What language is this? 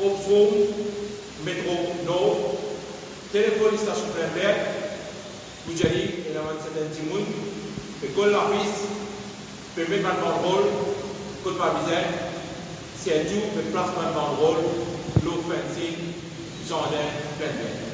Morisyen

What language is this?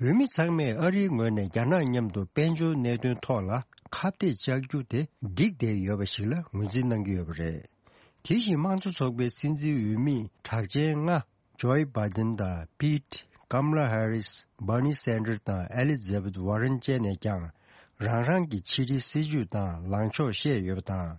Tibetan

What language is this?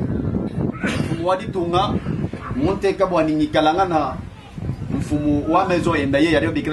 Luba-Lulua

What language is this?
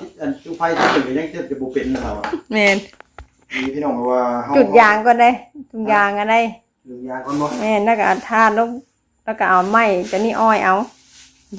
Northeastern Thai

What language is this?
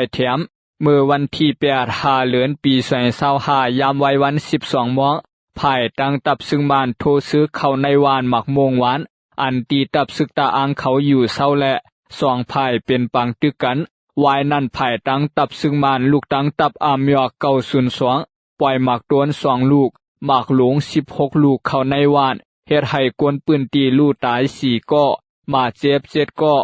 Shan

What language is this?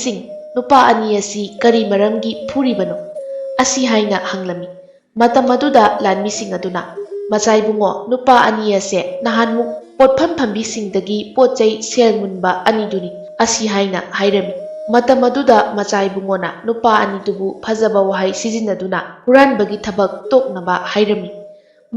Manipuri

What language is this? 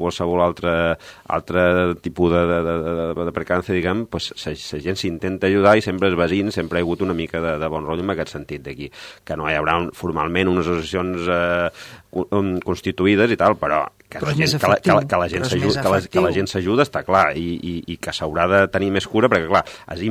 Catalan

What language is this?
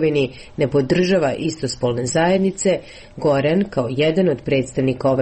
Serbian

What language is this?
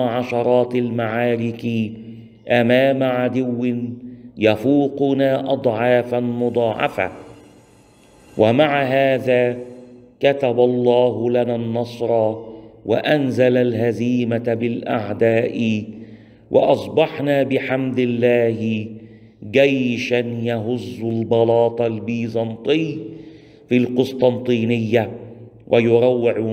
Arabic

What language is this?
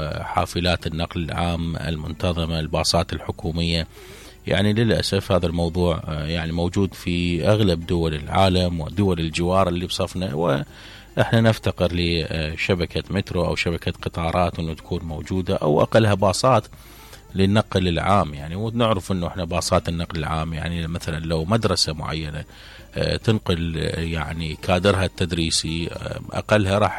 Mesopotamian Arabic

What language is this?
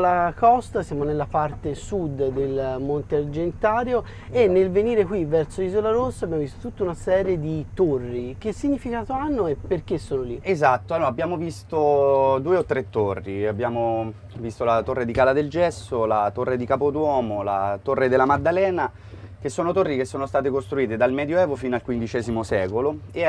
Italian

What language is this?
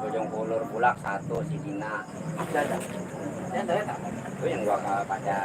Betawi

